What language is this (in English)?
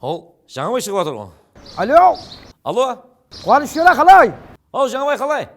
Kara-Kalpak